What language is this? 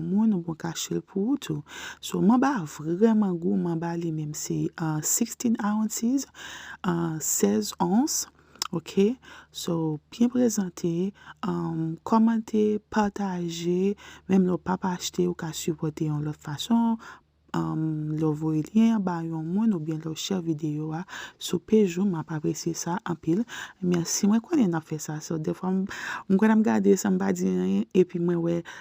Haitian Creole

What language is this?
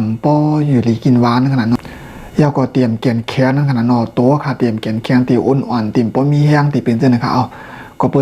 Shan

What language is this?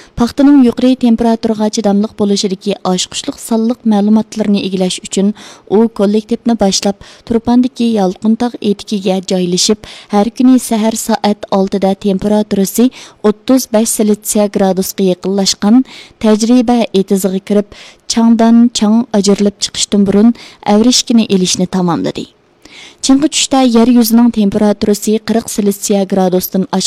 Uyghur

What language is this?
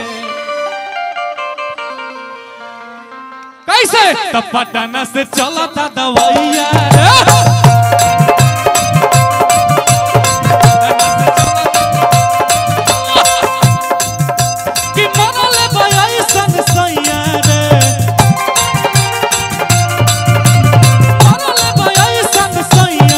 Bhojpuri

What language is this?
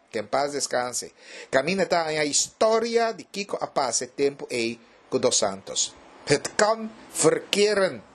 Papiamento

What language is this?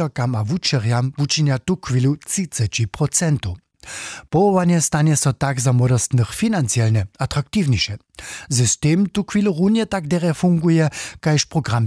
Upper Sorbian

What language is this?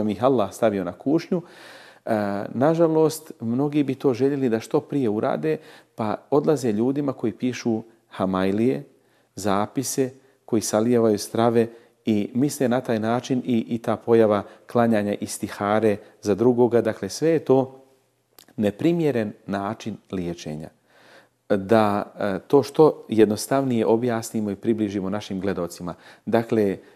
Bosnian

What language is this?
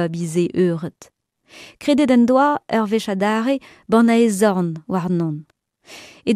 Breton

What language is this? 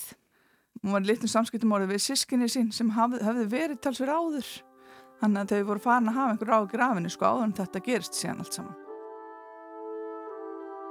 Icelandic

